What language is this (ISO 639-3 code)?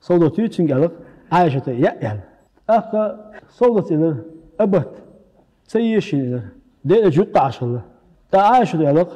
che